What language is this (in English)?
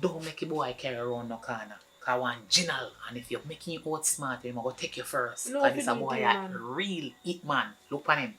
Jamaican Creole English